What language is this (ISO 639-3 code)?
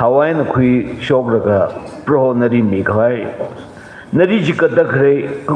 nmf